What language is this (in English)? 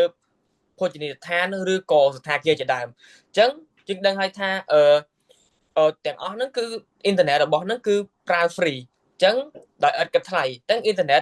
Khmer